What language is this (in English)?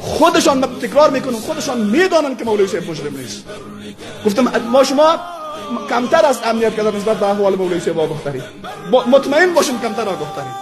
Persian